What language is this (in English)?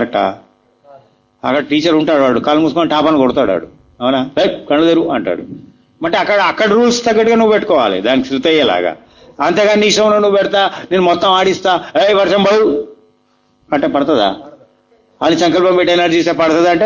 Telugu